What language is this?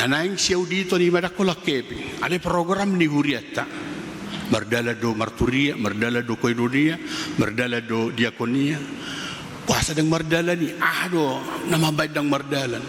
Batak Toba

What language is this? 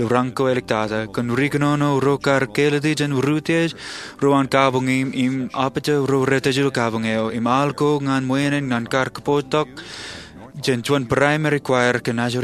Marshallese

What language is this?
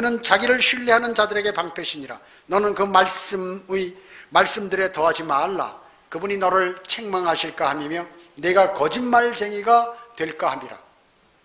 Korean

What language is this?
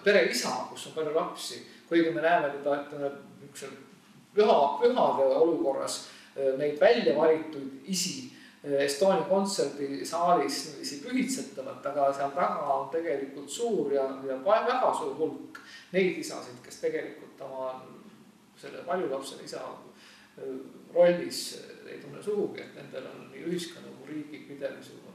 Estonian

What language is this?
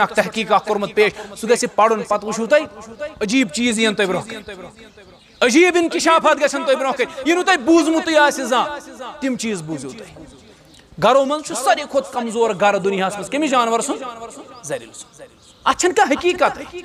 Kashmiri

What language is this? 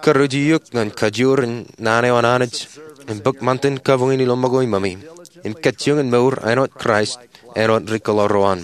Marshallese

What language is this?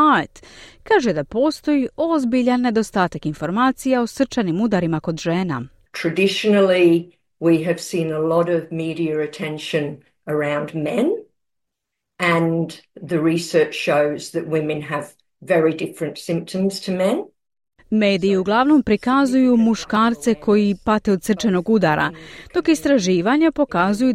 Croatian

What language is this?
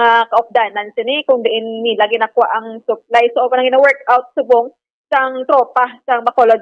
Hiligaynon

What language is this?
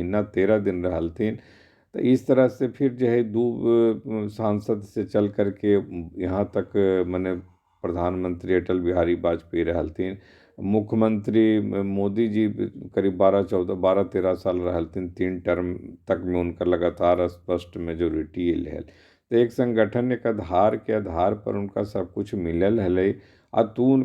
Magahi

